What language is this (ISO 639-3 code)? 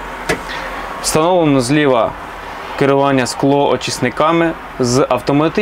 ukr